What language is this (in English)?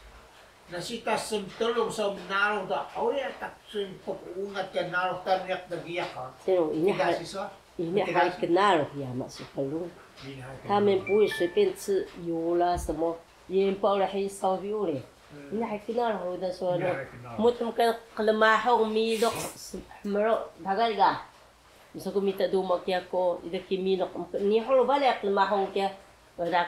Taroko